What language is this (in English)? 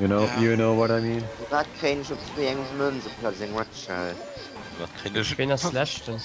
Luxembourgish